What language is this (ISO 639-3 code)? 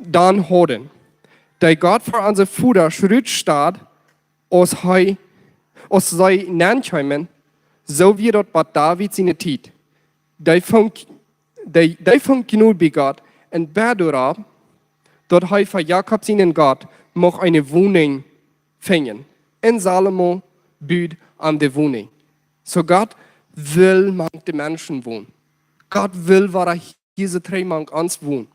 pdt